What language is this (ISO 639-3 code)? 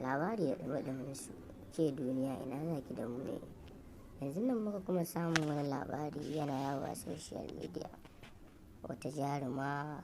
hau